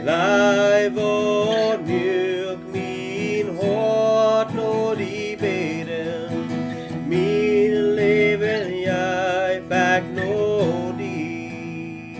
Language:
Plautdietsch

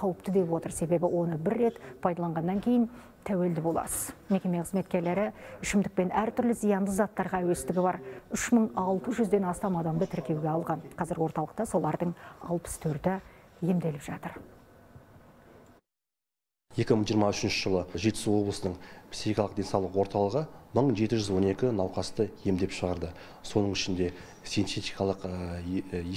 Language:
Kazakh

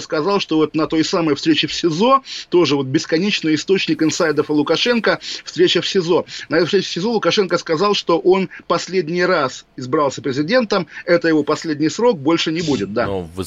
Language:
Russian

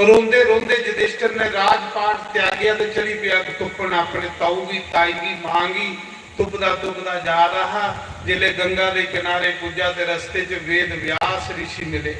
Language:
Dogri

